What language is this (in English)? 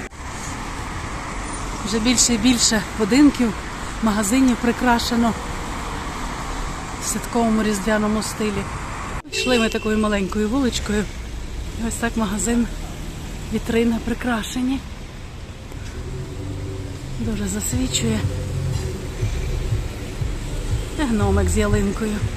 Ukrainian